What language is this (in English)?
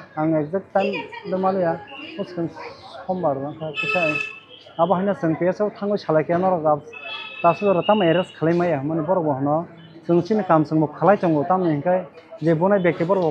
Kok Borok